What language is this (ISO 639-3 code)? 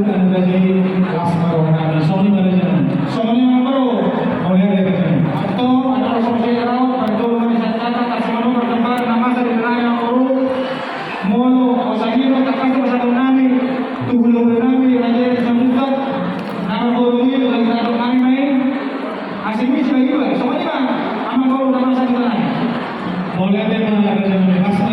bbc